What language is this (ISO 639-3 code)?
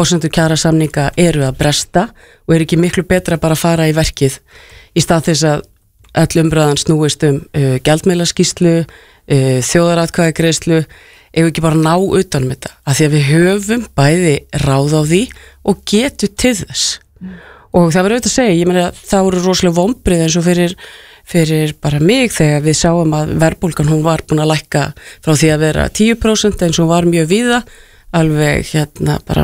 isl